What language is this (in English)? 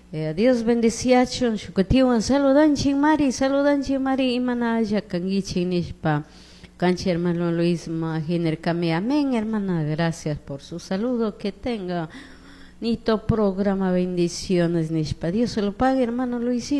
Chimborazo Highland Quichua